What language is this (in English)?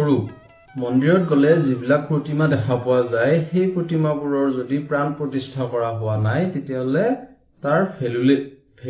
Assamese